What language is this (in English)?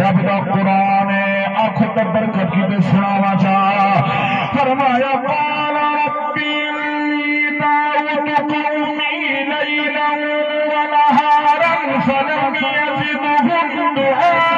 Saraiki